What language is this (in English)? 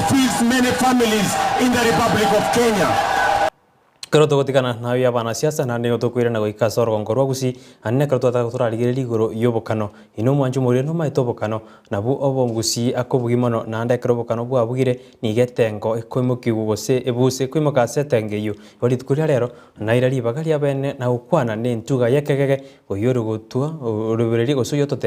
Gusii